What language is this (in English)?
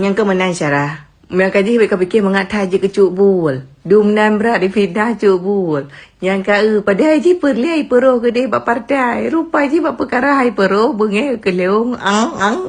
Achinese